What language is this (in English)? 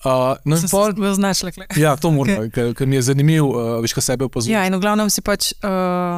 Slovenian